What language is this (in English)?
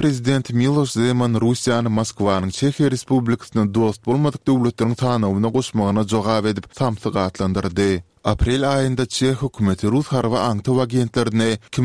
Turkmen